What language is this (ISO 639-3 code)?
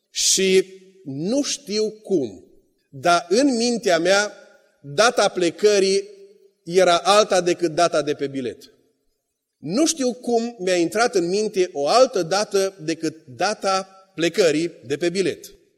ron